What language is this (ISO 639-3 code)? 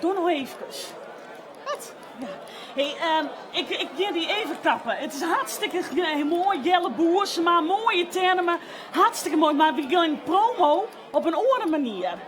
fry